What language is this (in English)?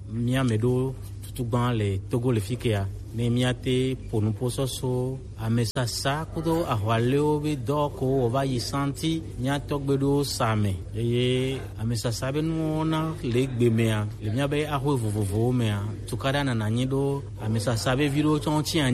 Gen